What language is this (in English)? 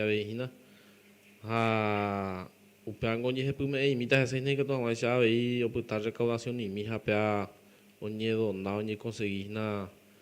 Guarani